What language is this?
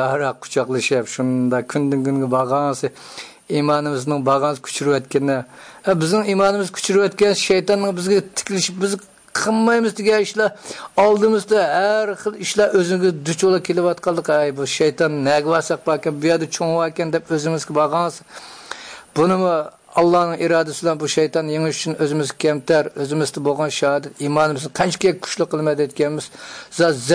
Uyghur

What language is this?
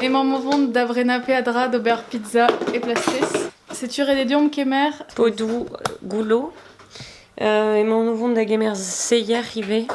Breton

